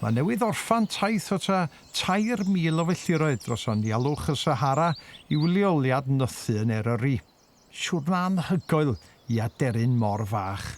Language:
Welsh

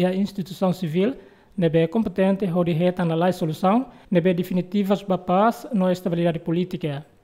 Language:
Tetum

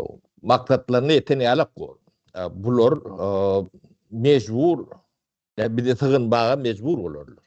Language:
Turkmen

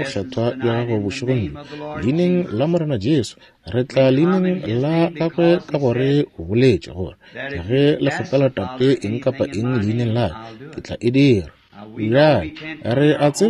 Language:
Northern Sotho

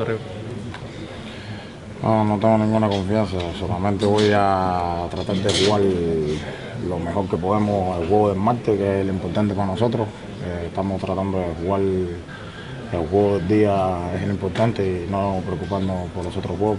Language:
Spanish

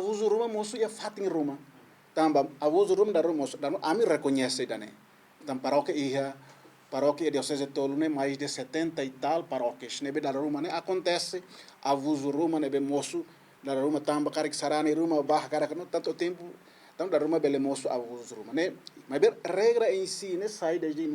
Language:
Tetum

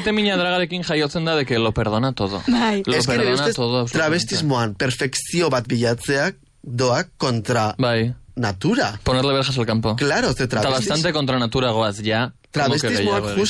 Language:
Basque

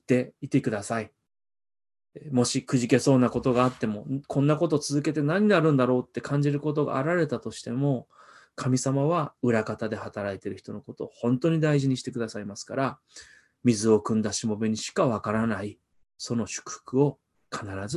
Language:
Japanese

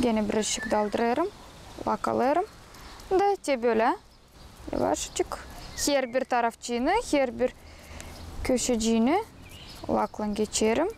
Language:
Gagauz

